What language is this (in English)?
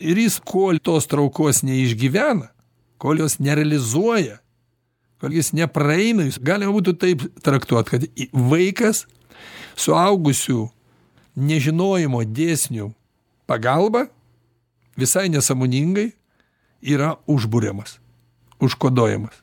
Lithuanian